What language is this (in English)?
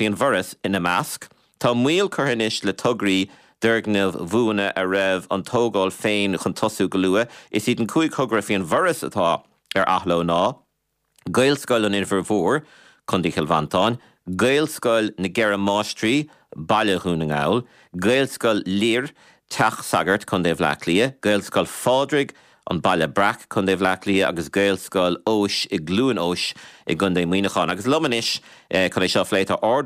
Irish